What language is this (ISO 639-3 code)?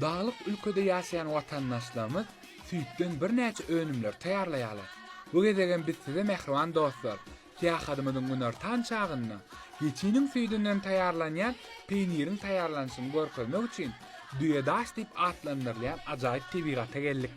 tuk